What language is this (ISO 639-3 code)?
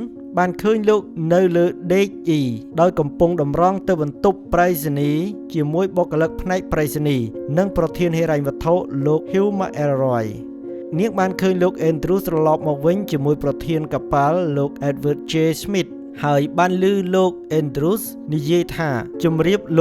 khm